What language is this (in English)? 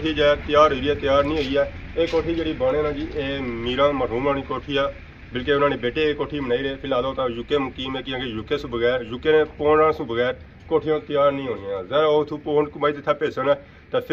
Pahari-Potwari